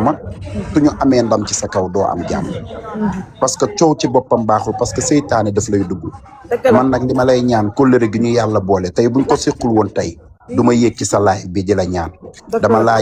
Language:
Wolof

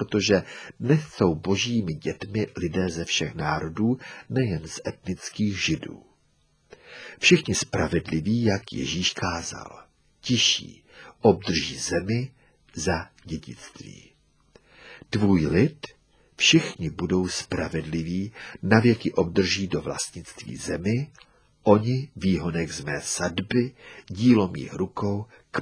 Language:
Czech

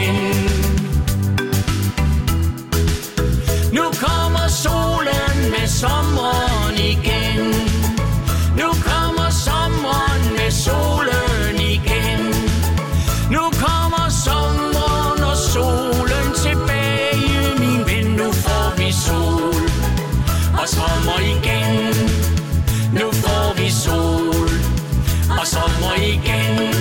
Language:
Danish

